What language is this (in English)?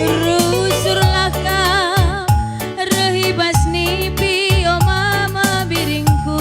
Batak Karo